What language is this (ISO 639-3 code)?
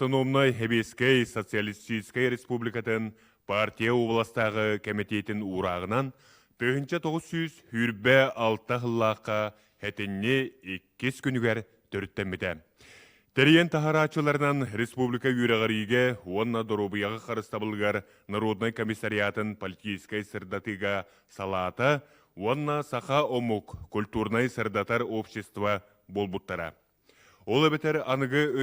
sah